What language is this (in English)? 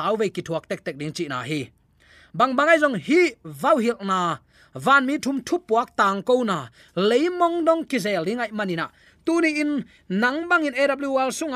Tedim Chin